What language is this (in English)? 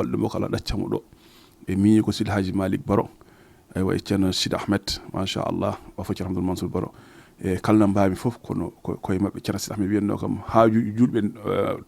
Fula